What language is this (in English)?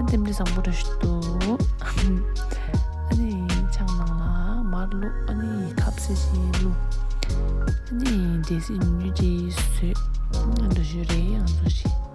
Tibetan